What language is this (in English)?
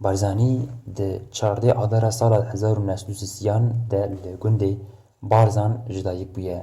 Kurdish